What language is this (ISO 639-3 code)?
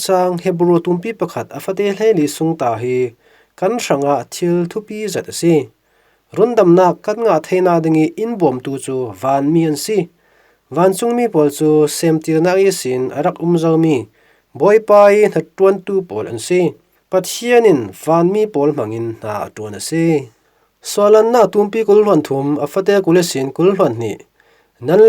cfm